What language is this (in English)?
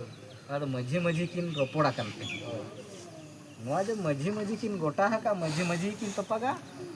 Santali